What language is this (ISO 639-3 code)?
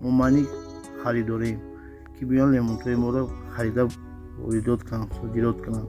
tgk